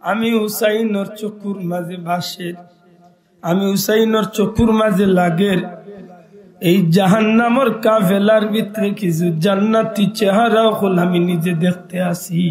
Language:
Sylheti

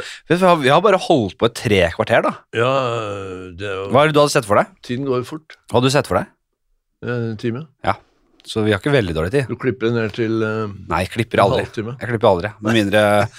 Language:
Norwegian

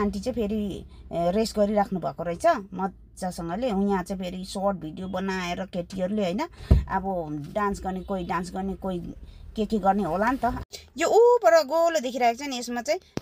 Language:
Nepali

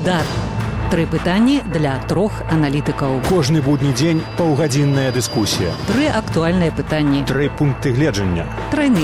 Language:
Belarusian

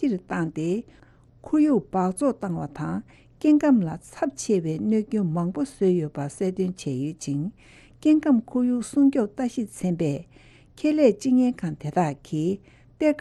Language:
Tibetan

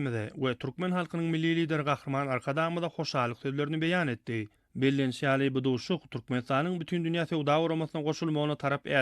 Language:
Turkmen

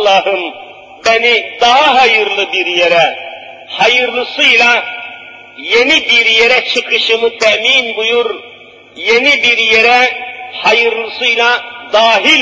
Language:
Turkish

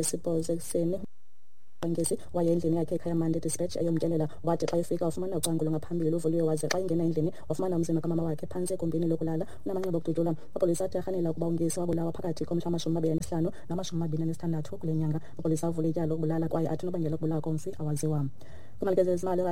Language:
Xhosa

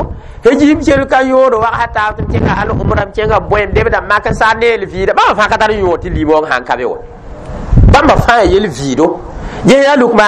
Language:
Mossi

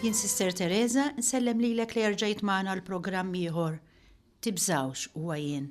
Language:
Maltese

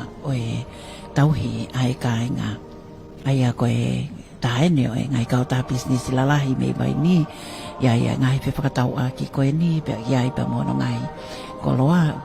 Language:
Tongan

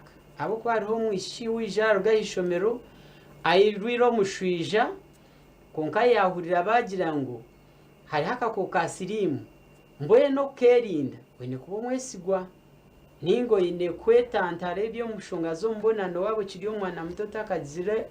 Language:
Nyankole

